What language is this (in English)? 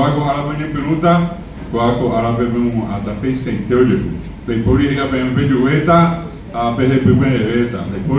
Guarani